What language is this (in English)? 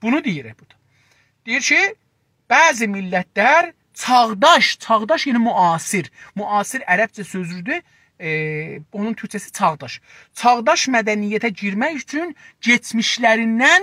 South Azerbaijani